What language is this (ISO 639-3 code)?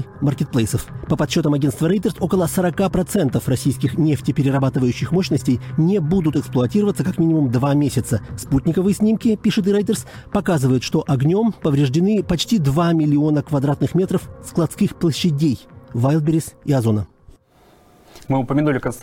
rus